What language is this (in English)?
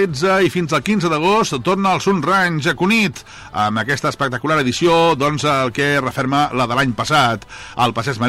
Catalan